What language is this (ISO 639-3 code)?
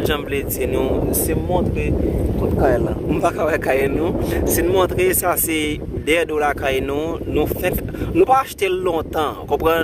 hat